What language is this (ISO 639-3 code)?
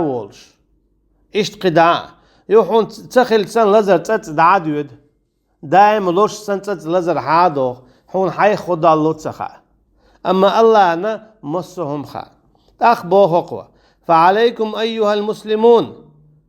che